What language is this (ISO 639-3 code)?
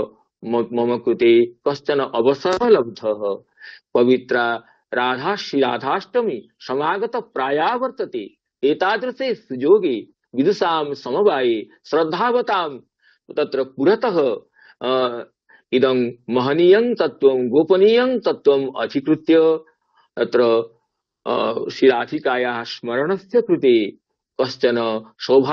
san